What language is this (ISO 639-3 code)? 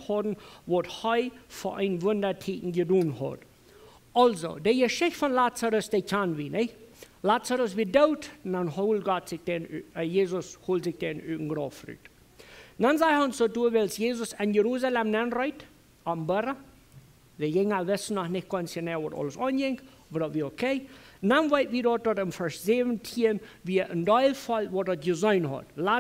pdt